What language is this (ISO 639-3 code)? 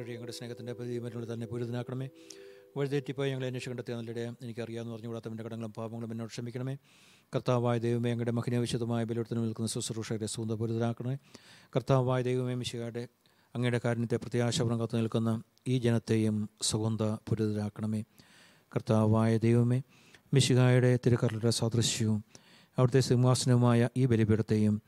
mal